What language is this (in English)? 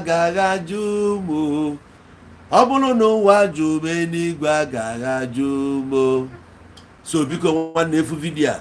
Igbo